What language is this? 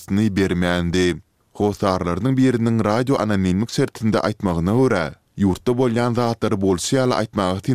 Turkmen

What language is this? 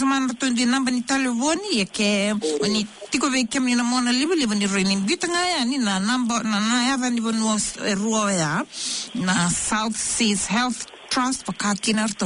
Fijian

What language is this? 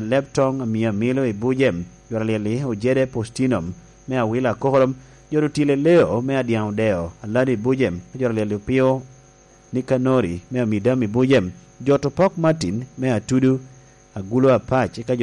Lango (Uganda)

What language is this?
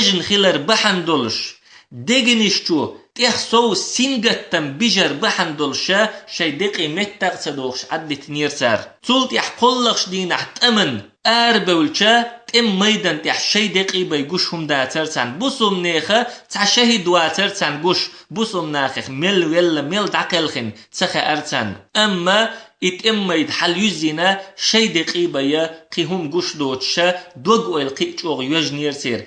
Chechen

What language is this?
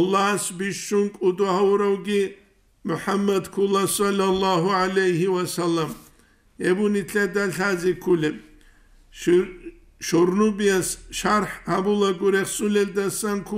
Avaric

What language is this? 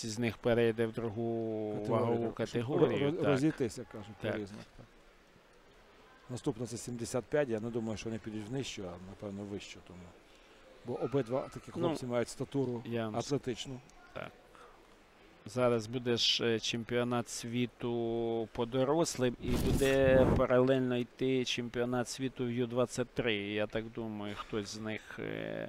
Ukrainian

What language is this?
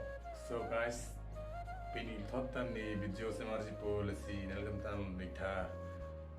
Karbi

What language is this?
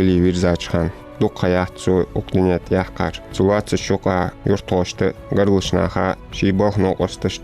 Ingush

